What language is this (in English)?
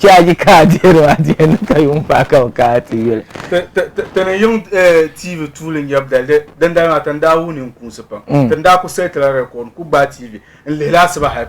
Dagbani